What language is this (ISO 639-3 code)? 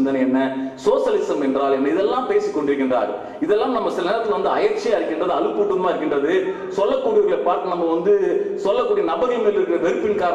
tam